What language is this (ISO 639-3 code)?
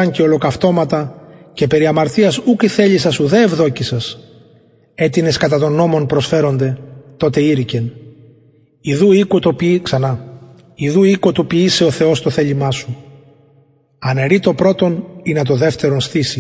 ell